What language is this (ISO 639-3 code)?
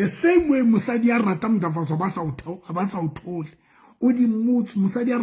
sot